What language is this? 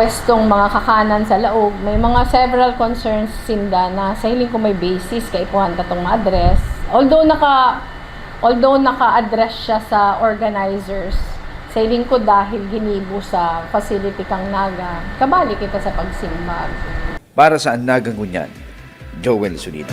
Bikol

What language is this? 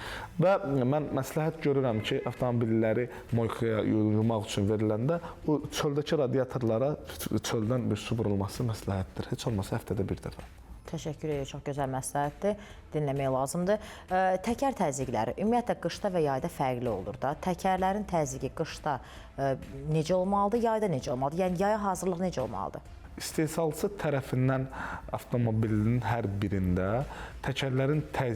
Azerbaijani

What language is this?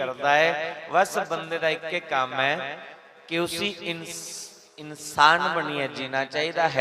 Dogri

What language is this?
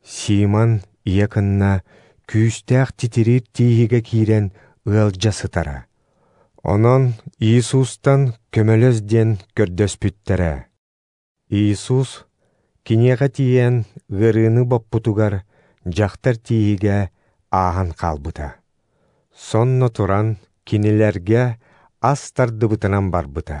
Yakut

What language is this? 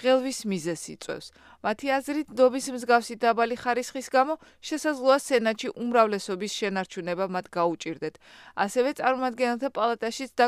Georgian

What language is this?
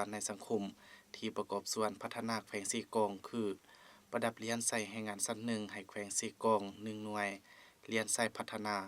Lao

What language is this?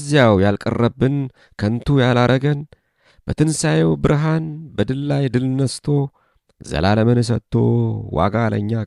Amharic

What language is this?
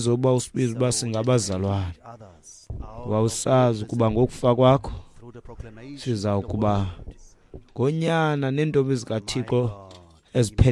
Xhosa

